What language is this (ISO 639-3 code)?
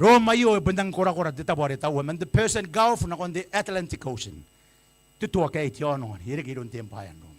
gil